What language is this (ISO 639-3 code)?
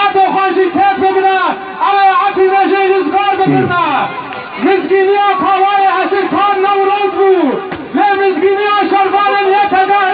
kur